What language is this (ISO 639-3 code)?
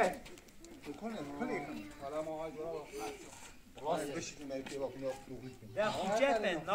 kur